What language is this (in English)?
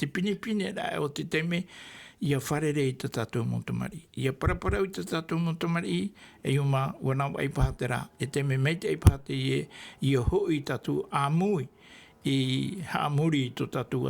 Tahitian